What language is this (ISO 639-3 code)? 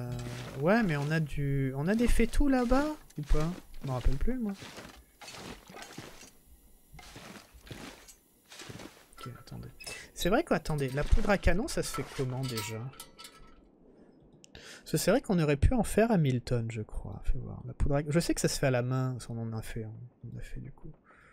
fra